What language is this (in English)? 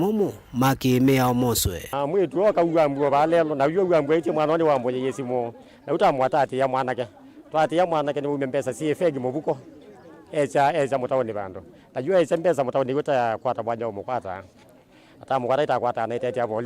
Kamba